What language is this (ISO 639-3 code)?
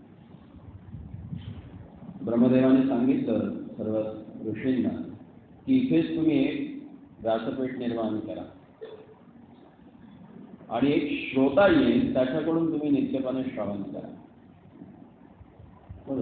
mar